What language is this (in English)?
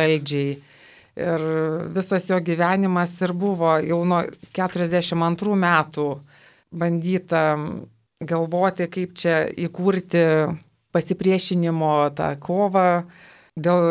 Lithuanian